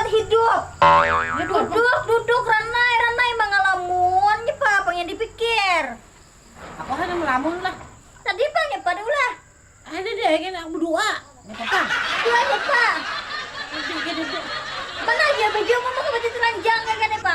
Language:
Banjar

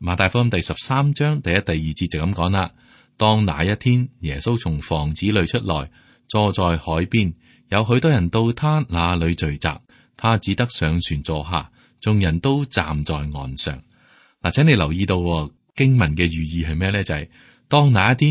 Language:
Cantonese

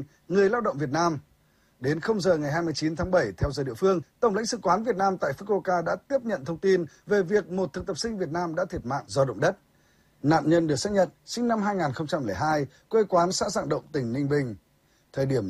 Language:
Vietnamese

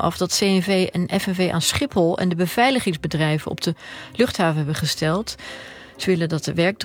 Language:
Dutch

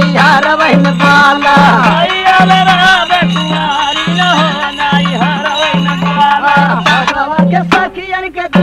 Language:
Bhojpuri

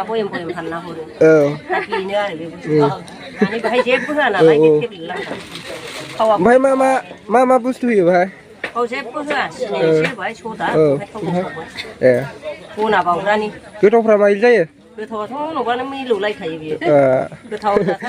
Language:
Bodo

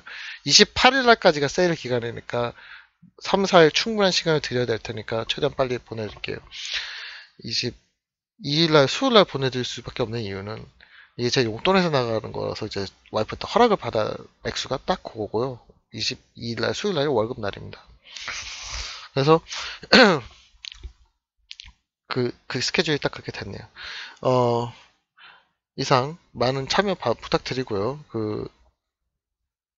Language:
Korean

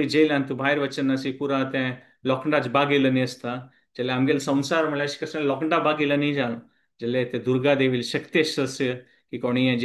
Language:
Konkani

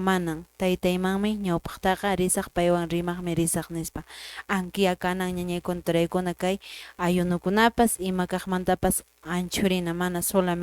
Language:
Quechua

